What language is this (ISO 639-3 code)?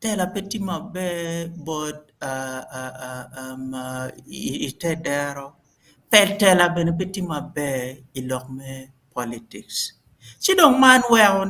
ach